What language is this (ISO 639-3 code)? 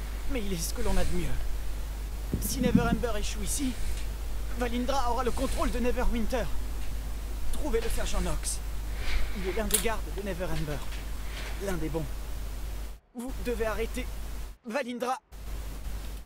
fra